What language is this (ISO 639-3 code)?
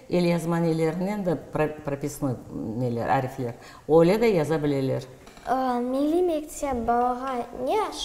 crh